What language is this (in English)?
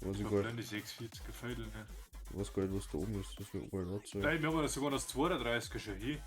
Bavarian